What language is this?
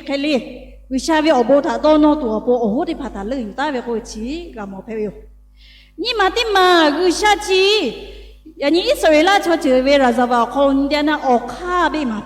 Lahu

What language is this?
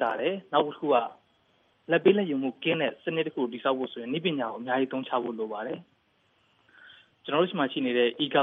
Burmese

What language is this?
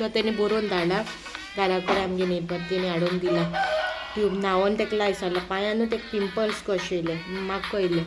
Konkani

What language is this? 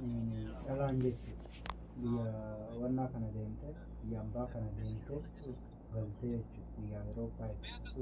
Oromo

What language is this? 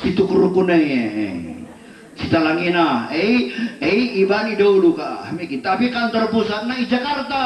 Batak Karo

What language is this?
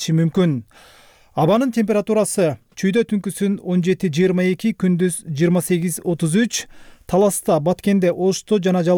Kyrgyz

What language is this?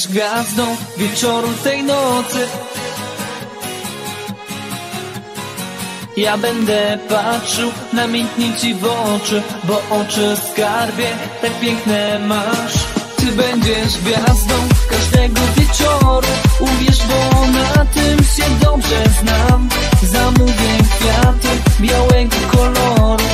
Polish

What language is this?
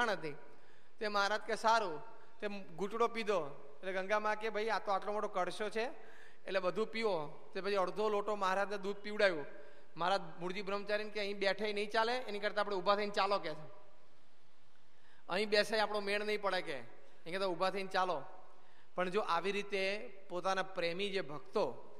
Gujarati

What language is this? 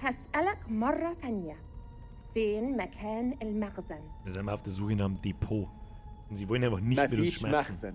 Bavarian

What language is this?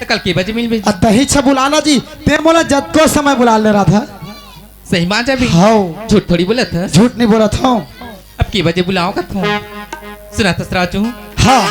Chhattisgarhi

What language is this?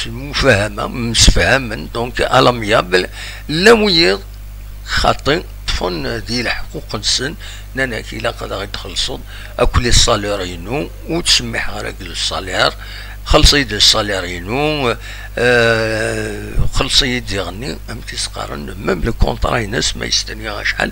Kabyle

